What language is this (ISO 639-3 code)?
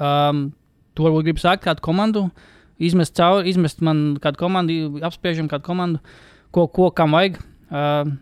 lav